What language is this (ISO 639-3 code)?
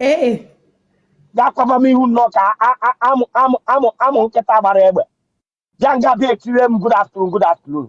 ibo